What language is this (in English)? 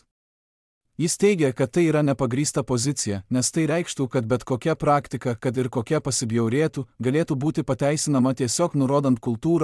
Lithuanian